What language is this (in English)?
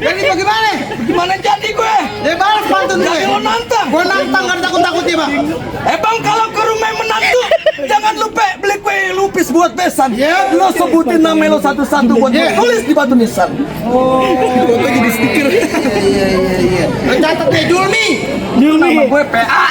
Betawi